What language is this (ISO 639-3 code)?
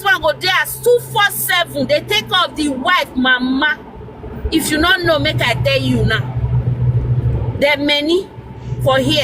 pcm